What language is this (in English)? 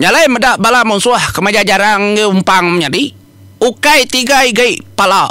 Iban